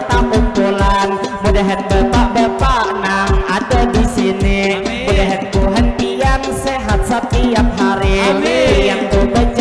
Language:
Banjar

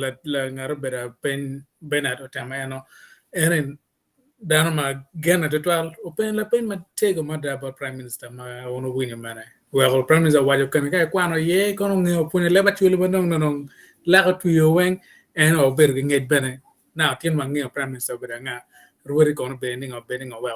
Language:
Acoli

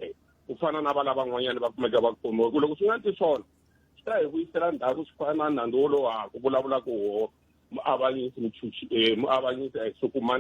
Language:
Tsonga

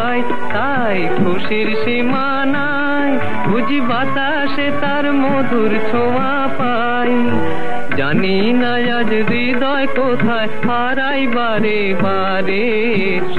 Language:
Bangla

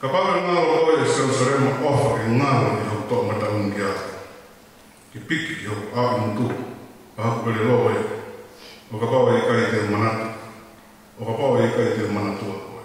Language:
Tongan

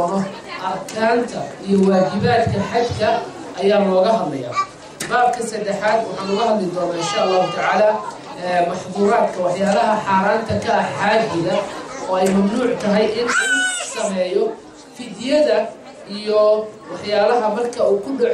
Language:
Somali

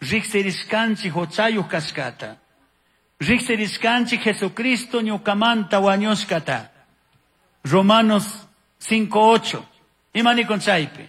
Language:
Chimborazo Highland Quichua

